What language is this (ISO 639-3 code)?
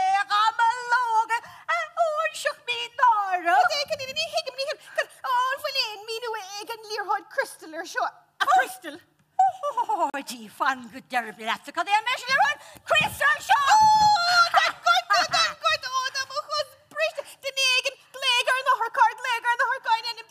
gle